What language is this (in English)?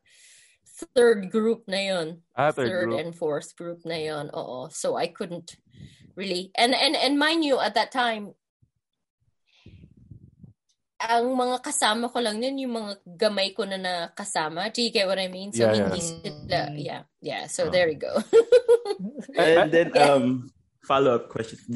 Filipino